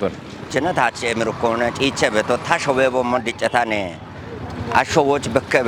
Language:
Kafa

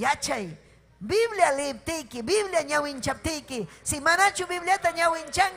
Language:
Ayacucho Quechua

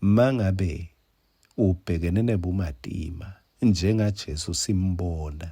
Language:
Swati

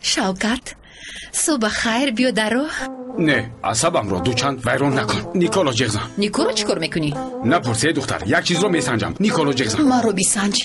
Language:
Tajik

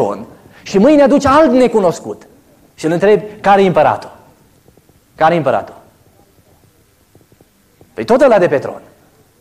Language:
Romanian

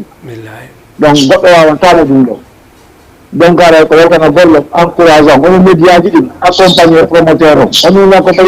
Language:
Fula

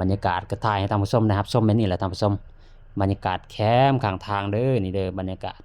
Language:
Lao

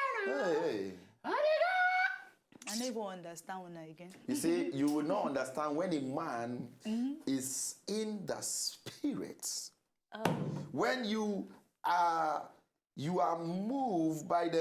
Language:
Nigerian Pidgin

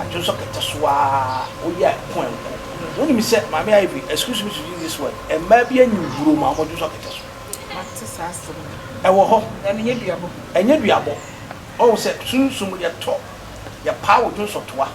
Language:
Akan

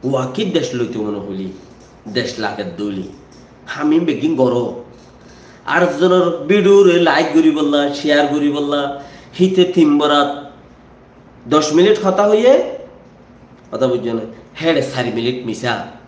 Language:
Rohingya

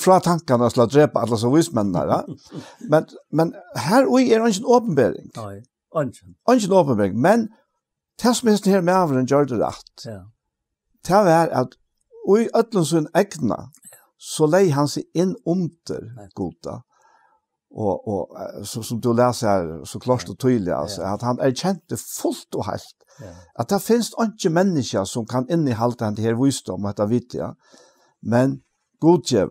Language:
Faroese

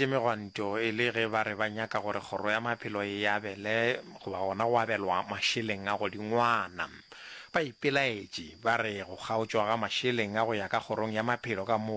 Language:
Northern Sotho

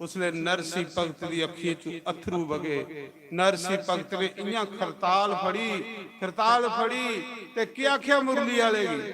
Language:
Dogri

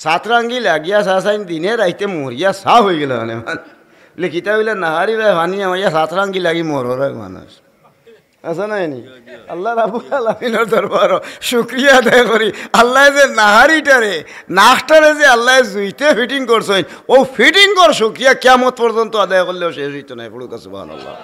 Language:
Sylheti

